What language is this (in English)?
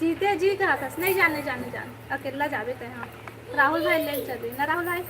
Chhattisgarhi